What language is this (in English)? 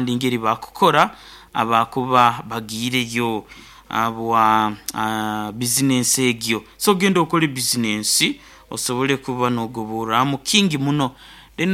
Nyoro